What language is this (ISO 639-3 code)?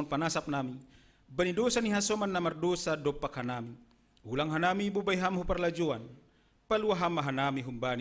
bts